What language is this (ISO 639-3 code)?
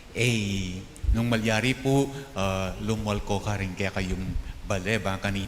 pam